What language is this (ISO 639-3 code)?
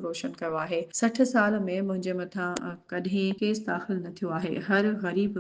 snd